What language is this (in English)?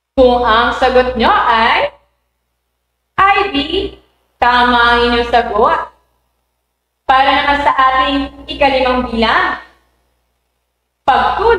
Filipino